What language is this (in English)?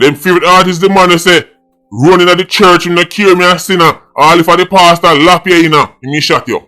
Jamaican Creole English